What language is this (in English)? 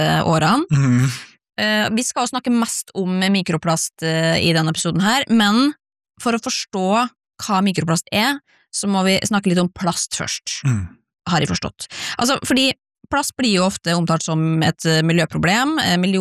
Norwegian